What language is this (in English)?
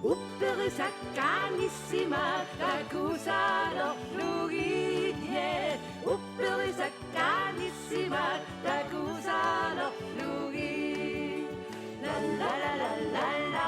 Kalaallisut